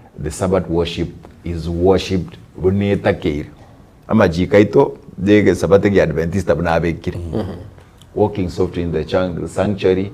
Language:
Gusii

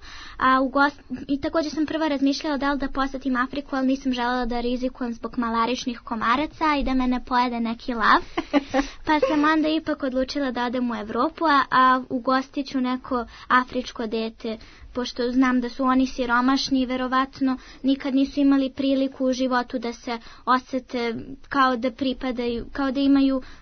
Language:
Serbian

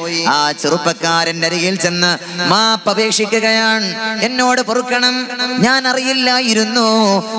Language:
Malayalam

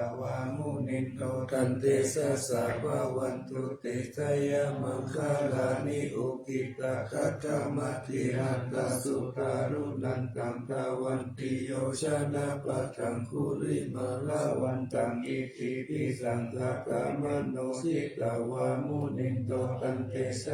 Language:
Pali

